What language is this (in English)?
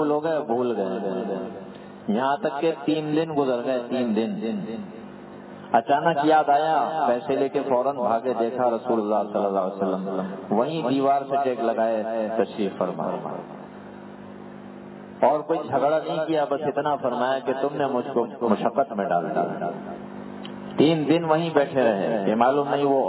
Urdu